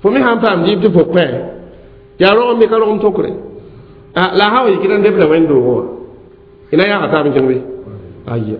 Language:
Mossi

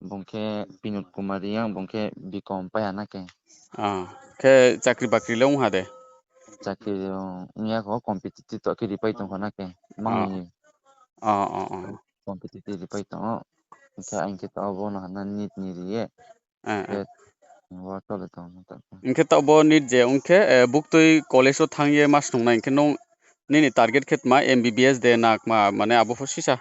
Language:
Riang (India)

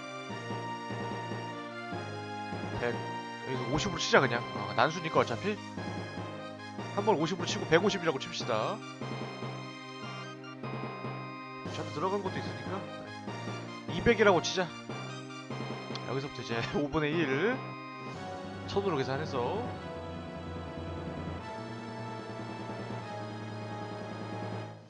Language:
Korean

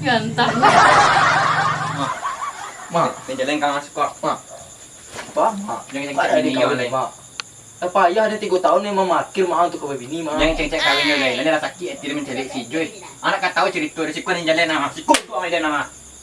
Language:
Minangkabau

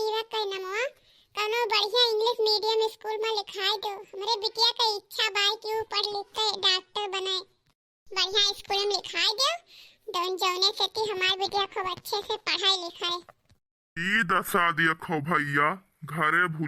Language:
Awadhi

